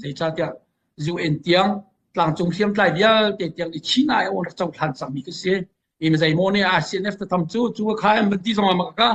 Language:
Hakha Chin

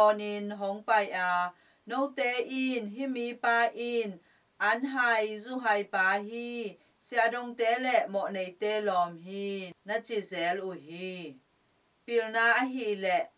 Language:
Tedim Chin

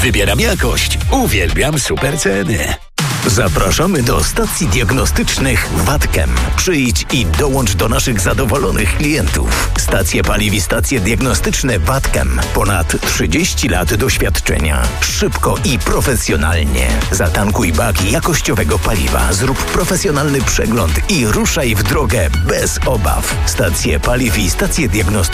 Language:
Polish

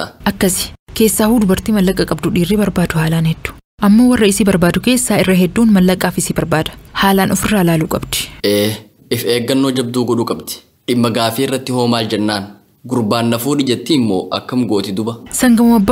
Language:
Oromo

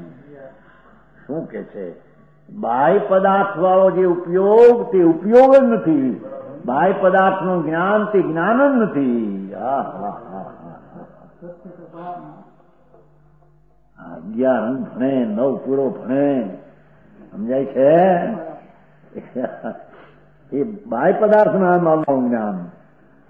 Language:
Gujarati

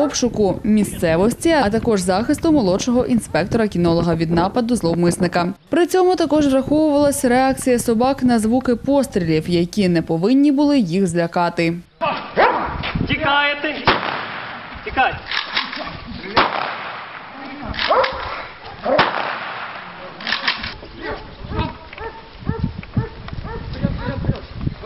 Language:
Ukrainian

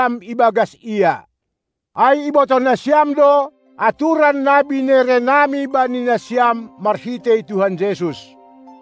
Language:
Batak Simalungun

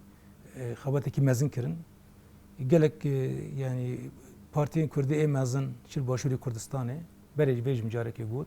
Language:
Kurdish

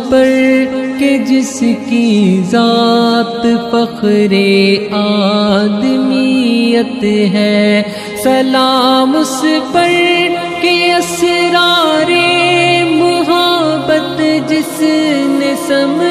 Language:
Urdu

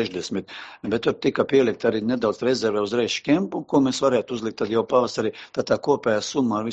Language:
Latvian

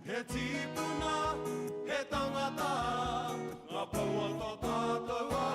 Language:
Māori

